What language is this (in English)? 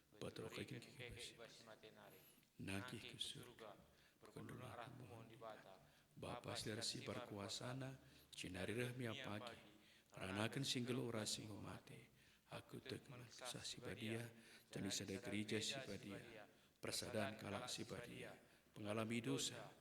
Batak Karo